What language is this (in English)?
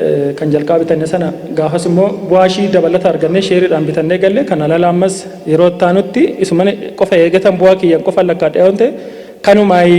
Oromo